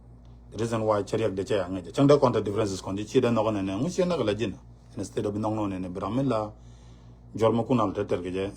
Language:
Nuer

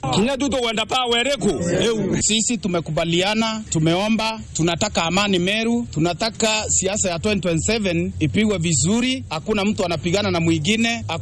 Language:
Meru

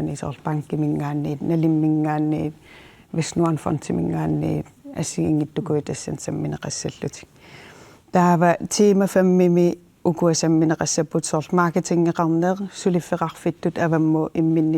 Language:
Kalaallisut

